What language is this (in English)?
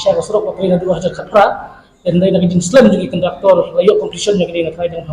Khasi